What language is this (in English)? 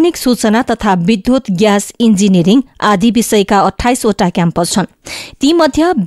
Nepali